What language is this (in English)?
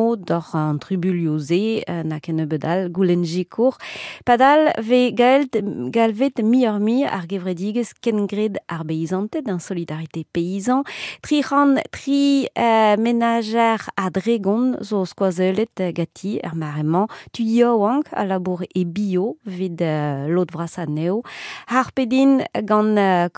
Breton